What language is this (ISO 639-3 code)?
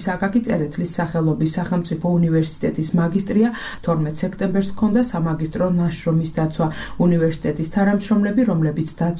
kat